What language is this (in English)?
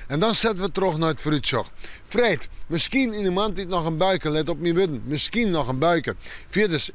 Western Frisian